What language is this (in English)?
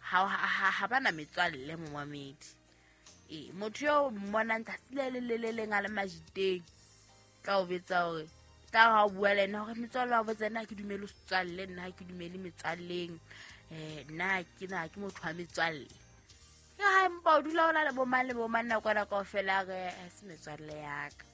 Southern Sotho